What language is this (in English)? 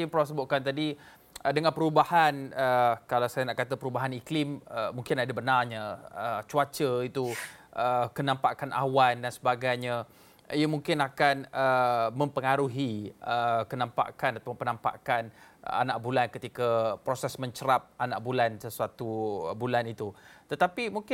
Malay